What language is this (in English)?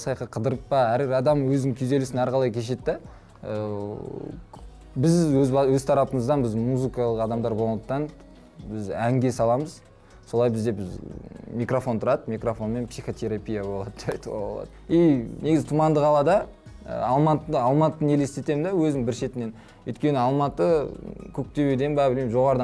Kazakh